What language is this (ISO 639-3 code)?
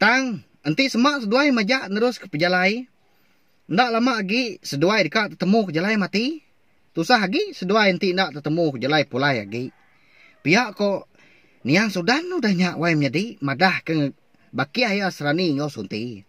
iba